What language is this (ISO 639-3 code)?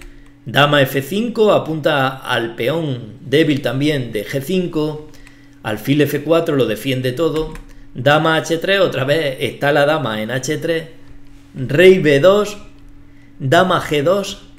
spa